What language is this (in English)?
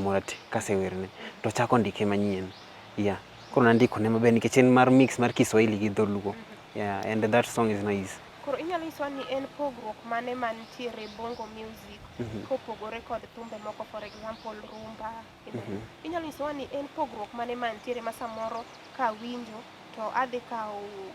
Luo (Kenya and Tanzania)